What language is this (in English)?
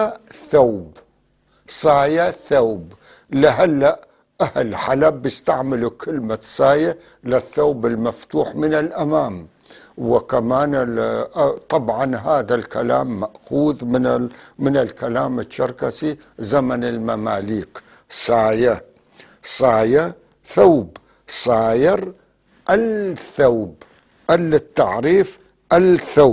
North Levantine Arabic